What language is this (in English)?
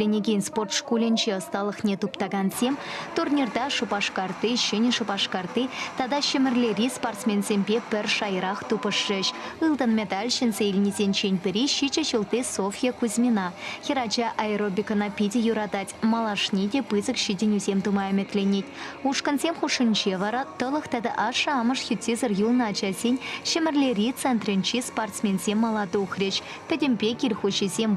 Chuvash